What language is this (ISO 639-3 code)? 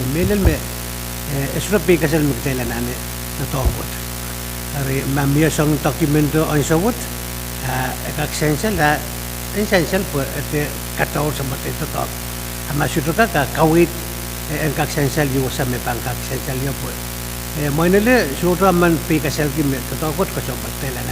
pon